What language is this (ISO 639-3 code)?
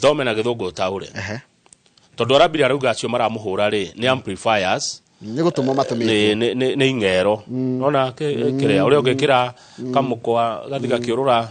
kik